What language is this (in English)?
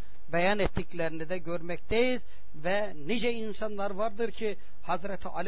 Turkish